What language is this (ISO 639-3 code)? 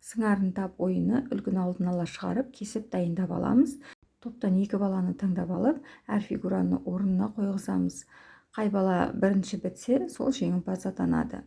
kaz